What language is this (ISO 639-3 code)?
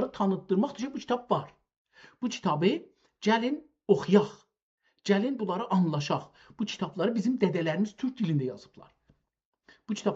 azb